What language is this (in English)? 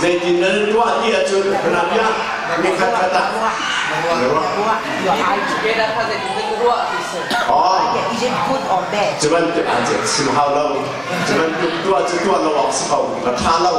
Hakha Chin